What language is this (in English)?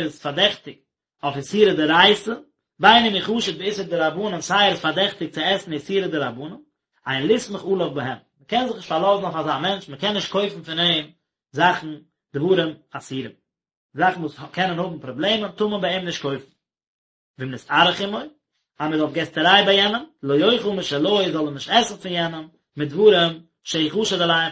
Yiddish